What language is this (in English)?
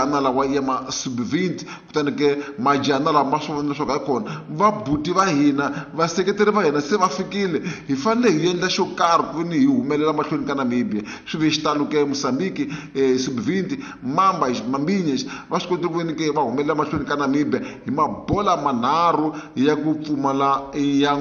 Tsonga